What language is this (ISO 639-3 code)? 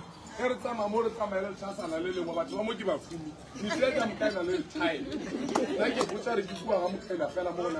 nso